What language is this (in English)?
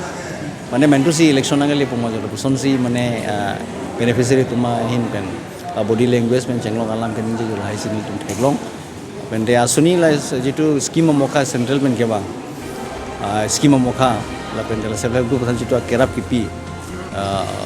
Karbi